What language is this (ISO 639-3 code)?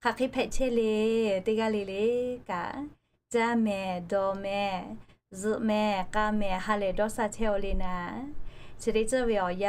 lhu